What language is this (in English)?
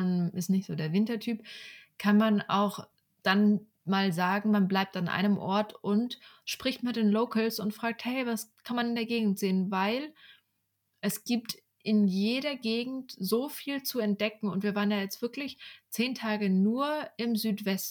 German